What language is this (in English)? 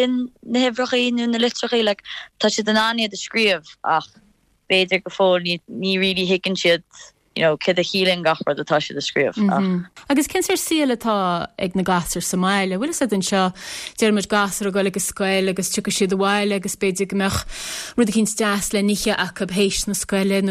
Irish